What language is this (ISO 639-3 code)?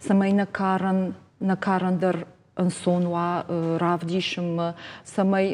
oss